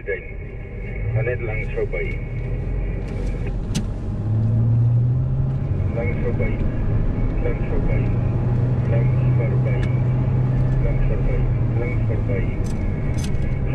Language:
Afrikaans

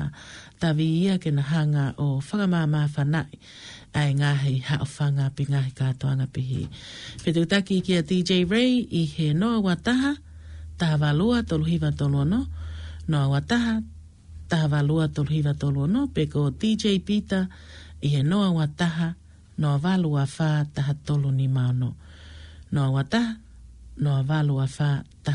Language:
Tongan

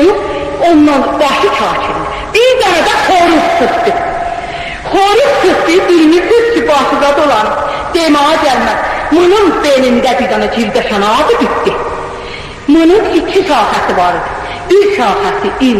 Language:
South Azerbaijani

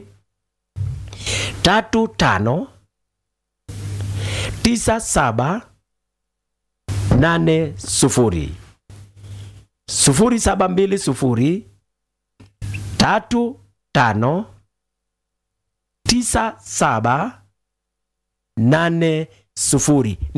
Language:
Swahili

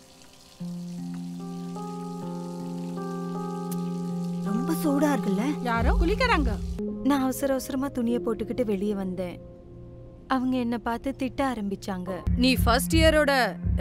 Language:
Tamil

